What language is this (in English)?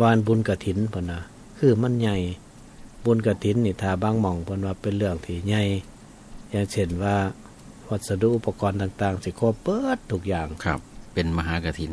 Northeastern Thai